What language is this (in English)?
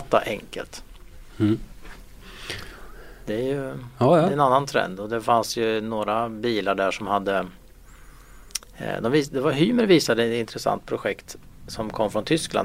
Swedish